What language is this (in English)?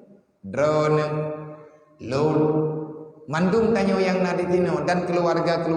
Achinese